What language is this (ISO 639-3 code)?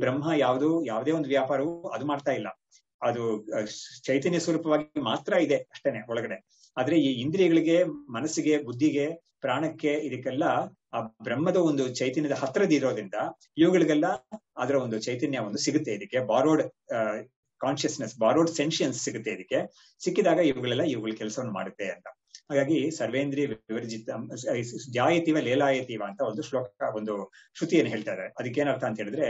kan